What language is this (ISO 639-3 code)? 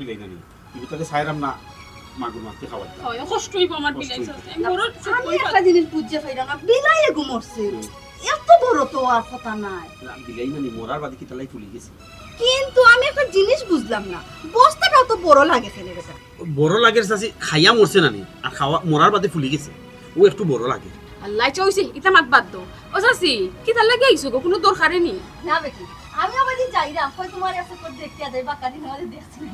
syl